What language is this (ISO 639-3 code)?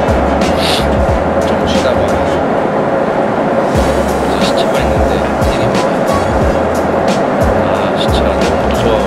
kor